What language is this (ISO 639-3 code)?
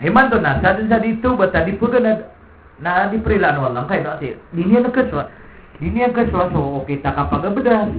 mrw